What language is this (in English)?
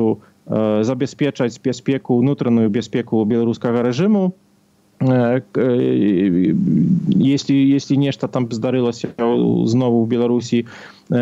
Belarusian